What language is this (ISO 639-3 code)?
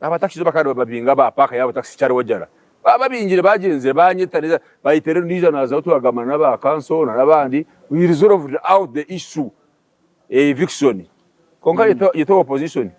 nyn